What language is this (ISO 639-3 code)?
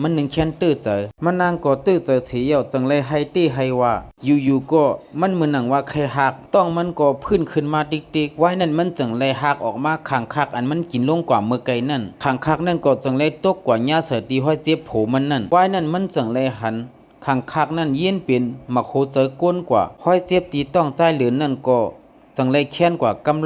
lao